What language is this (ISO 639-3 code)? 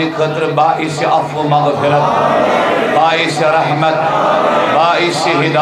kas